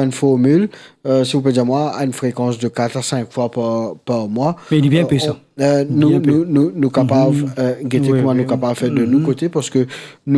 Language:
Morisyen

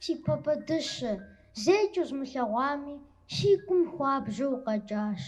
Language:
Kabardian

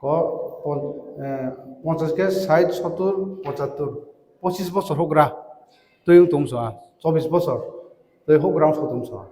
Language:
Riang (India)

